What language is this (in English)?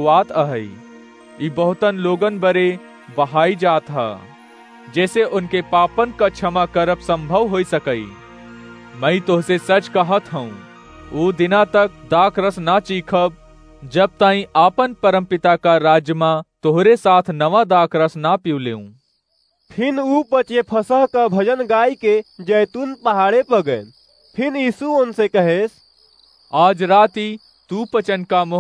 Awadhi